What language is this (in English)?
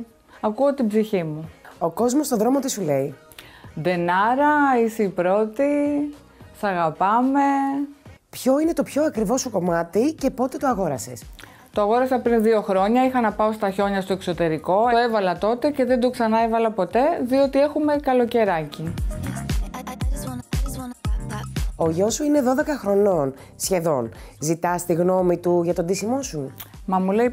Greek